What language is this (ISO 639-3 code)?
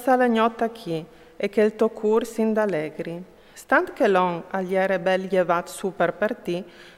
fur